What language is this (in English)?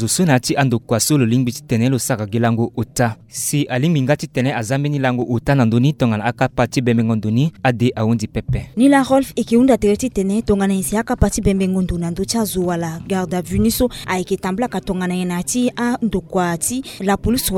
Sango